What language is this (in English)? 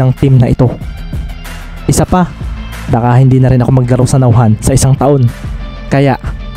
Filipino